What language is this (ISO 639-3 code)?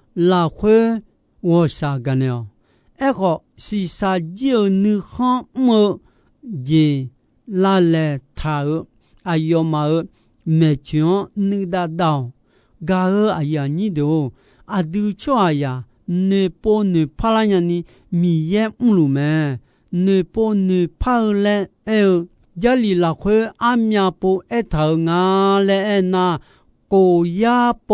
ahk